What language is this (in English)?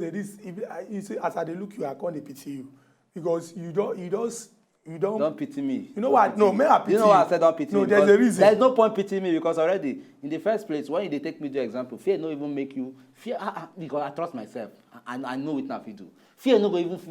Nigerian Pidgin